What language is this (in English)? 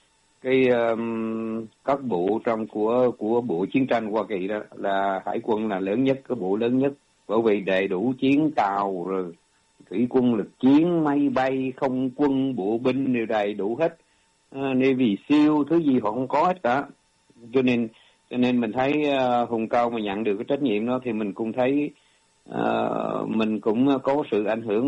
Vietnamese